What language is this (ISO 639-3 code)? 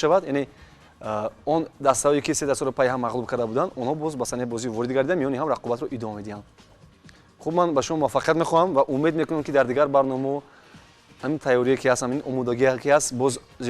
tgk